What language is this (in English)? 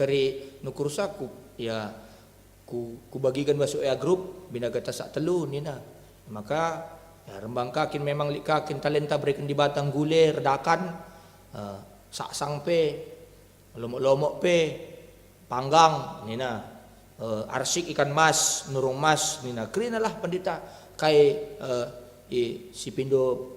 Batak Karo